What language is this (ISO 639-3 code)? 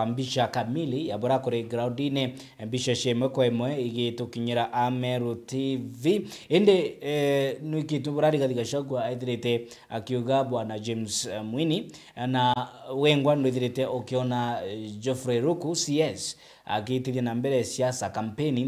mer